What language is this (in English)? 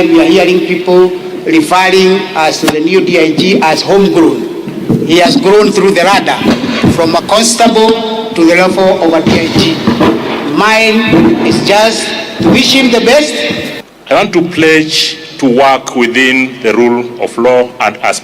Gusii